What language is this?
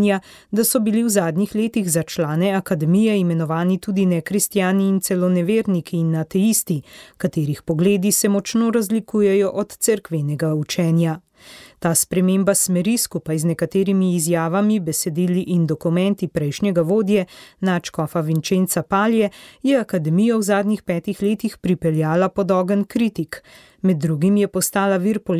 Slovenian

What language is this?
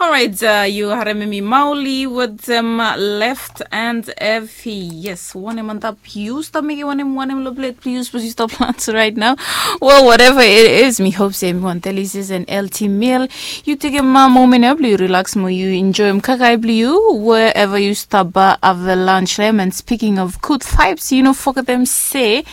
Bislama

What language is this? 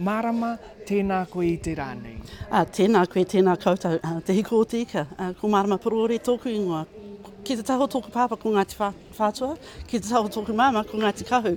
Māori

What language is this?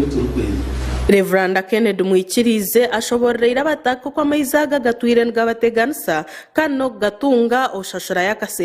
Nyankole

